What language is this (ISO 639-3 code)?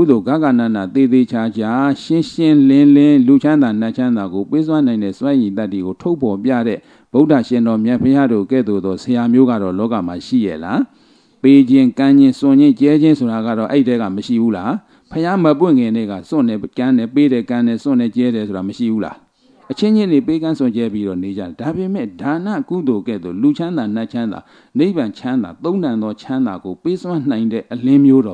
mya